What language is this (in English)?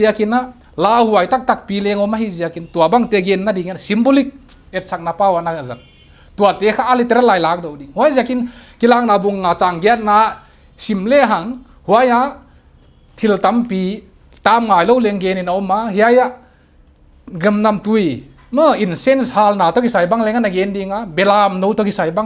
Paite Chin